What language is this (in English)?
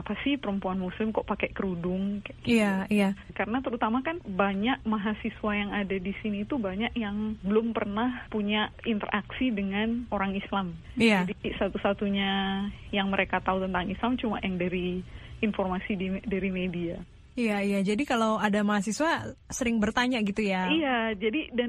Indonesian